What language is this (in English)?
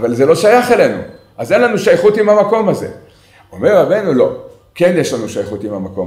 Hebrew